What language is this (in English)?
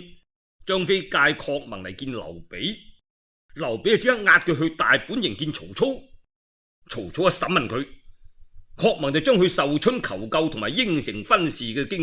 Cantonese